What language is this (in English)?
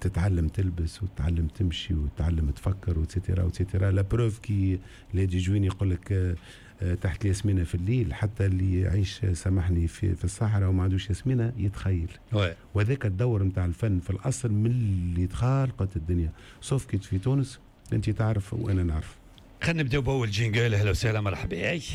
Tunisian Arabic